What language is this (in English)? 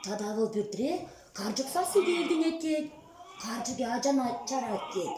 Chuvash